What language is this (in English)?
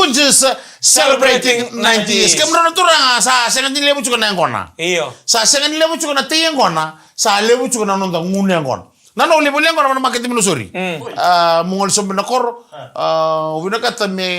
Fijian